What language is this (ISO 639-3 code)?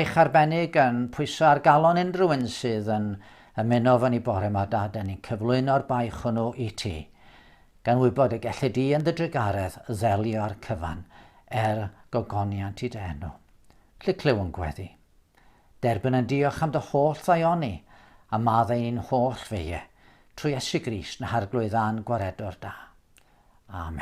cym